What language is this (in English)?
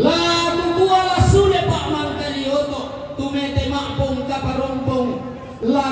Toraja-Sa'dan